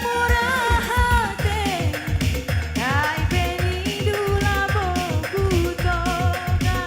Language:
Batak Karo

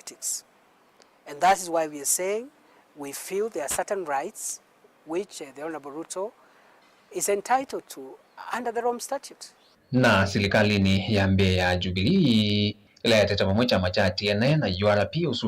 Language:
Kamba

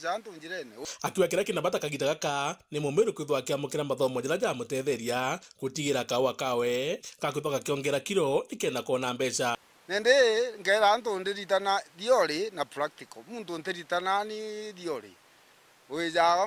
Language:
Meru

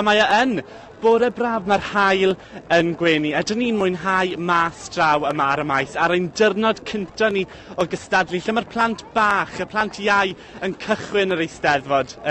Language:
Welsh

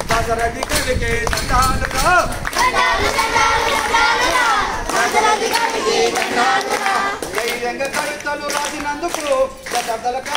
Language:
Telugu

